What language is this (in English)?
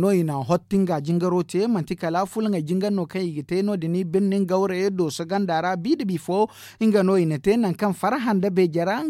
Zarma